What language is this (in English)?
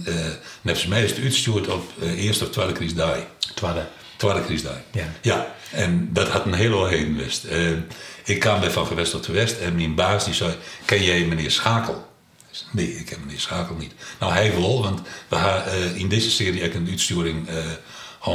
Western Frisian